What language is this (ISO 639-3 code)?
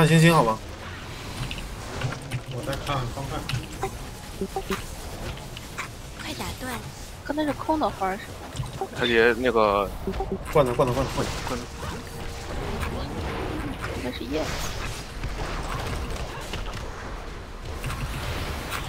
zho